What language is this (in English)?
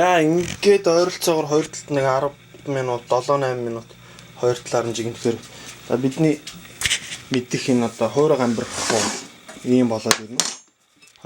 Mongolian